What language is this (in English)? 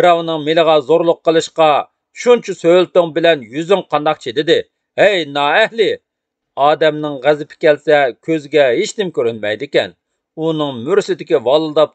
Uyghur